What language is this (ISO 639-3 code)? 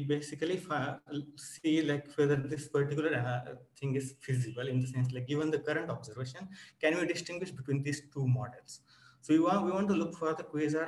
eng